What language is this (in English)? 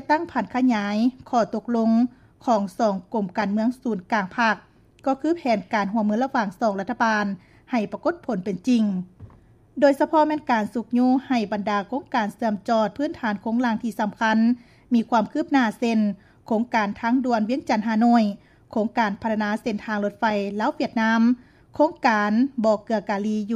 Lao